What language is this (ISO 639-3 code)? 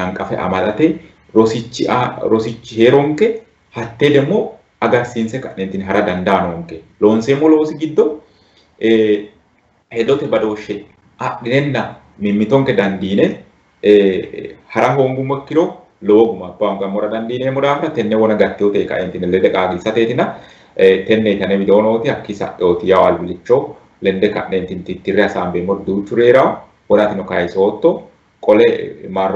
sid